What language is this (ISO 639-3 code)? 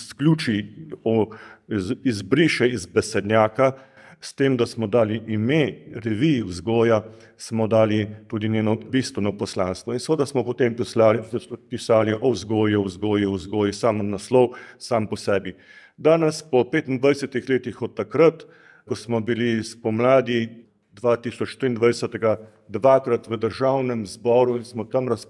slv